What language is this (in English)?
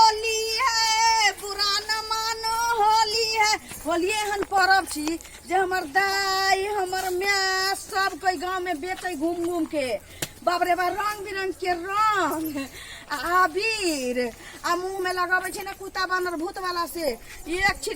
Maithili